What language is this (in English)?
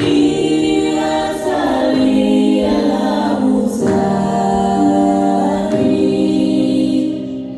Samoan